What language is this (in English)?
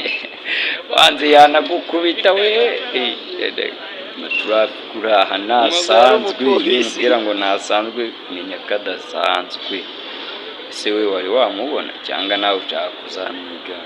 Kinyarwanda